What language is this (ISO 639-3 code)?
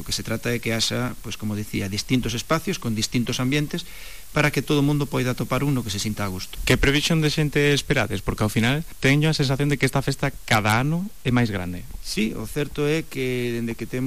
glg